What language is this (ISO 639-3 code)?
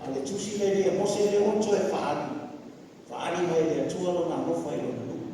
smo